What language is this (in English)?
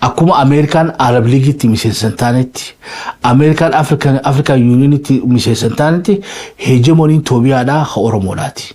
Oromo